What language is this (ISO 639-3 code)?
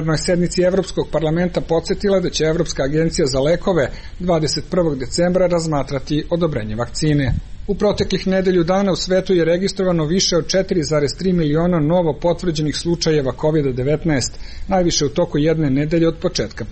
srp